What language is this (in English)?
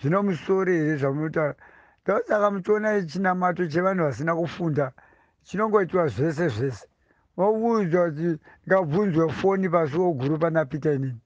Shona